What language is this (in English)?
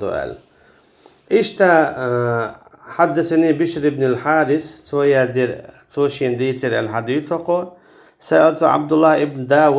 Chechen